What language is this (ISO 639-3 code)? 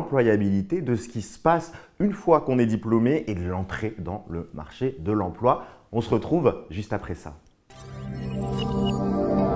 fra